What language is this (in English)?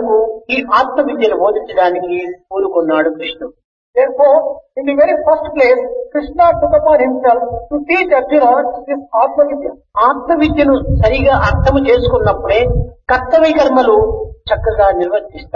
Telugu